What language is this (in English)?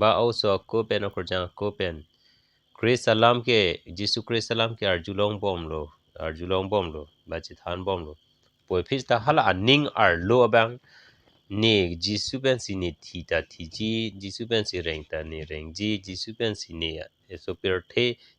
Karbi